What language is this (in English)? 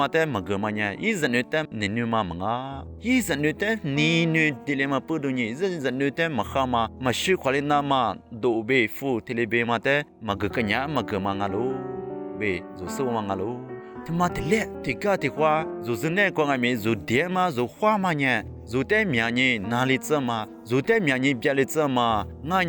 Lisu